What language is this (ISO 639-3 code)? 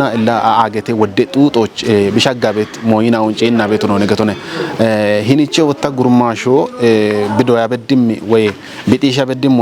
kbr